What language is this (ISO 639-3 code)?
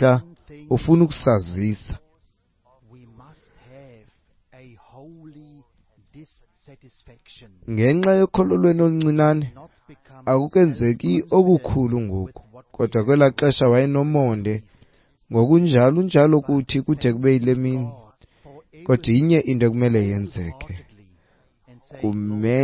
xho